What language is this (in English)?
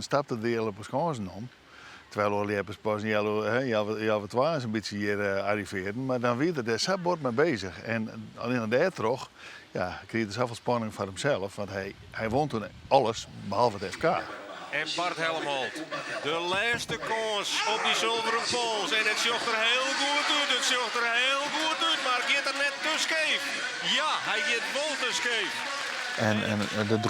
Western Frisian